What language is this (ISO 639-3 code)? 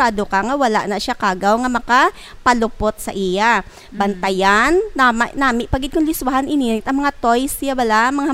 hil